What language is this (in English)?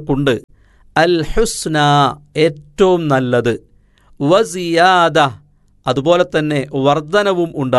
Malayalam